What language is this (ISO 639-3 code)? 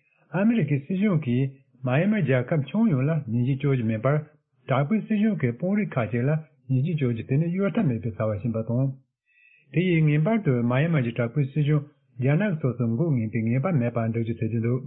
bod